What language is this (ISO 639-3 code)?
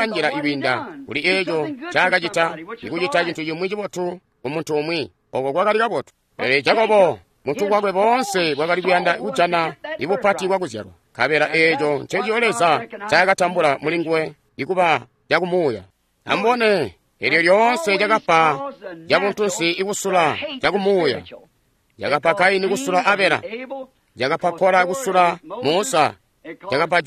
toi